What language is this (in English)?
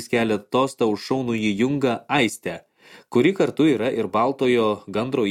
Lithuanian